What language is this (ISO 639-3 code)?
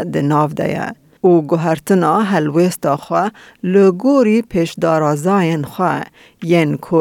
kur